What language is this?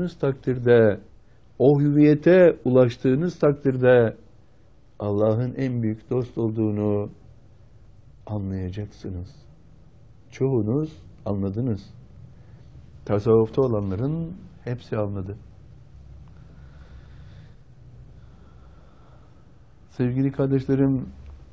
Turkish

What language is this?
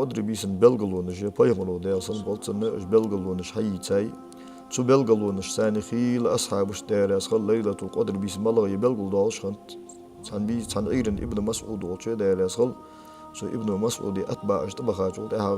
Ingush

